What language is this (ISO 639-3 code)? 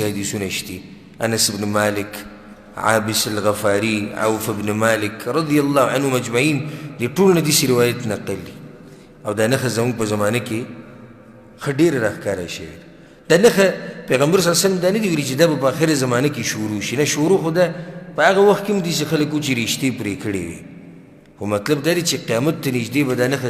pus